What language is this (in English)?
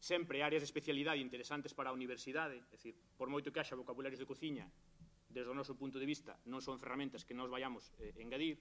Galician